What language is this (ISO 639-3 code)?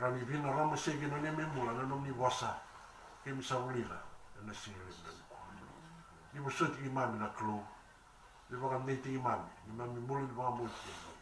fij